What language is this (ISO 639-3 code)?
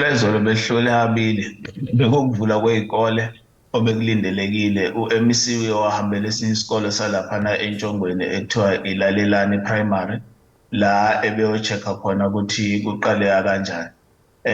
zul